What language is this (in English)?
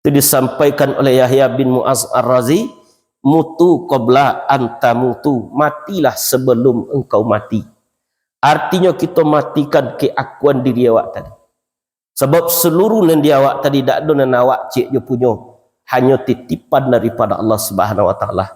Minangkabau